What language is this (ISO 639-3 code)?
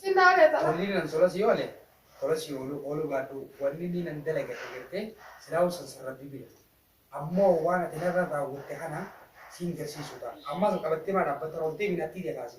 orm